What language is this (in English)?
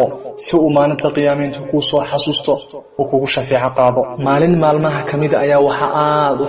Somali